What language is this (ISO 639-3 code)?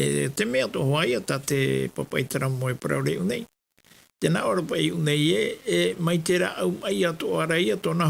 tah